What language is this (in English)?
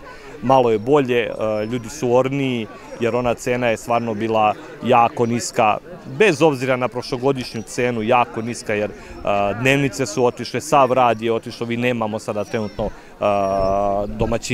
Serbian